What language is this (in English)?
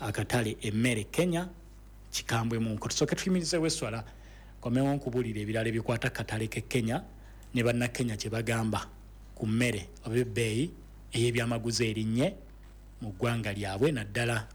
Ganda